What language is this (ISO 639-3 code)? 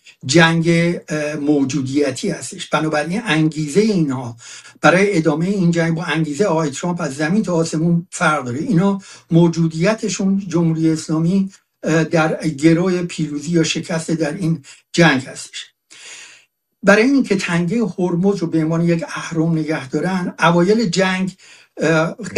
fas